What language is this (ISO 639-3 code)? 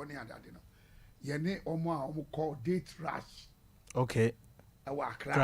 aka